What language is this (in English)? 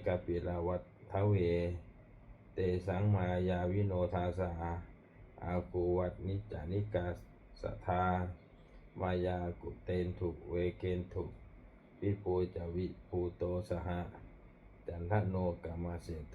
Pali